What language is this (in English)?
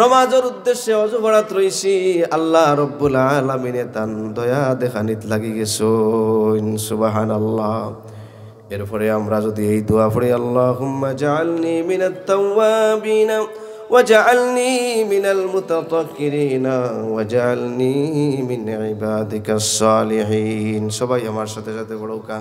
Sylheti